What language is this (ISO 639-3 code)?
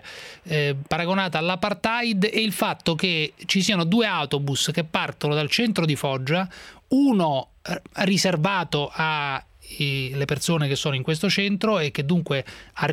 ita